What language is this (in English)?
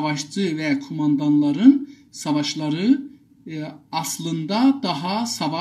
South Azerbaijani